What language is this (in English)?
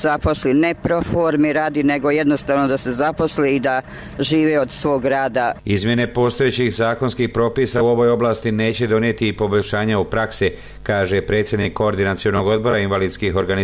Bosnian